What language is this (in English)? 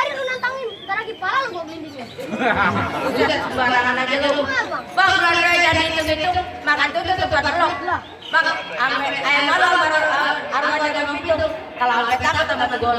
Betawi